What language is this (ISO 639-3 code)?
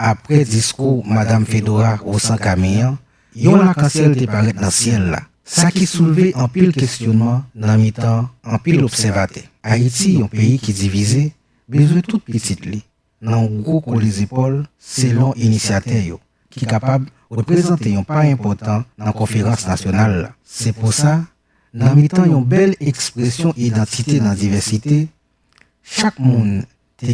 hat